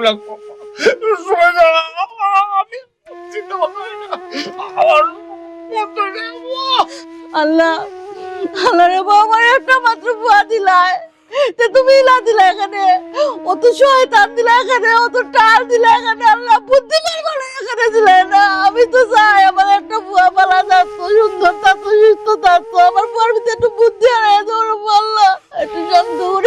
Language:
Sylheti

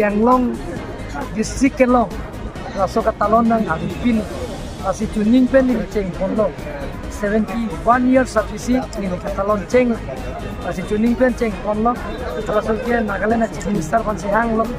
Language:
Karbi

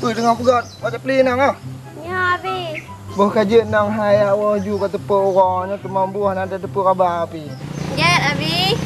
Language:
Achinese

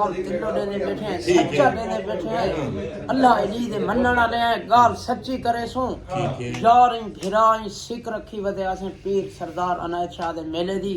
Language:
Saraiki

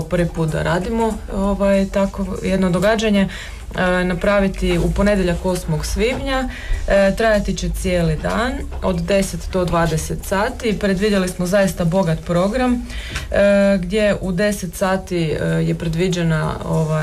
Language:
Croatian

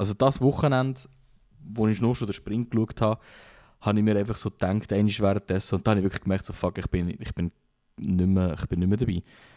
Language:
Swiss German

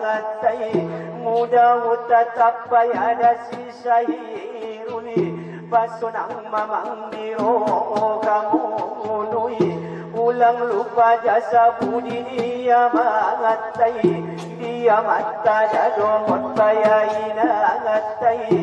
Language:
Batak Angkola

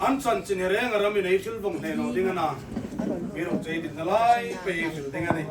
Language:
Hmar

